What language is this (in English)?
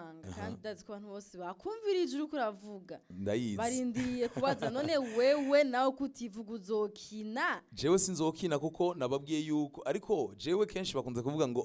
Rundi